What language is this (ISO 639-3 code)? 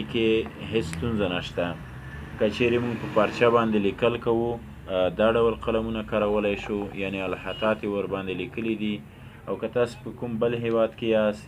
pus